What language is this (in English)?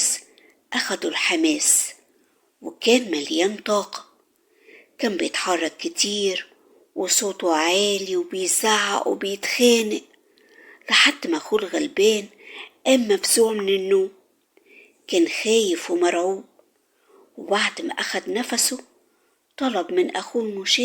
Egyptian Arabic